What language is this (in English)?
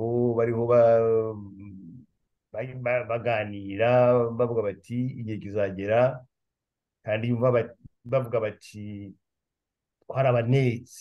Kinyarwanda